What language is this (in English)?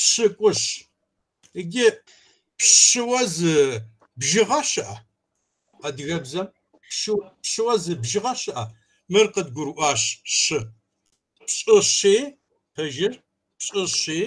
Kabardian